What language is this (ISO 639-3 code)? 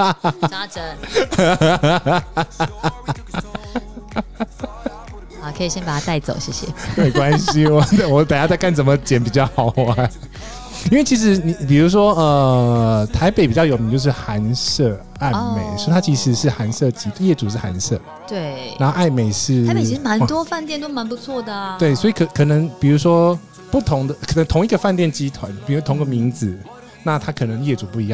zho